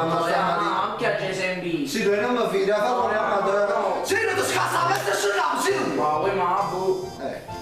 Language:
Neapolitan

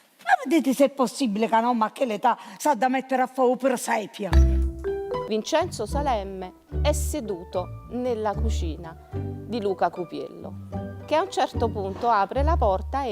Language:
Neapolitan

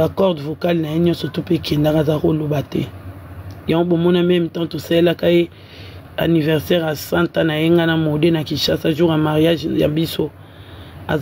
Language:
Lingala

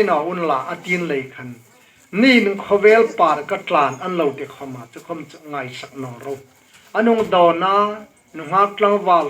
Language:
Hmar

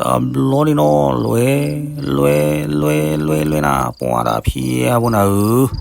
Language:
S'gaw Karen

